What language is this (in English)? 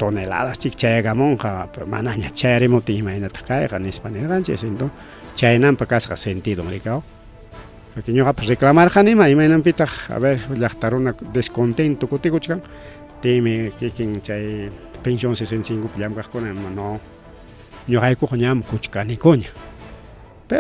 Ayacucho Quechua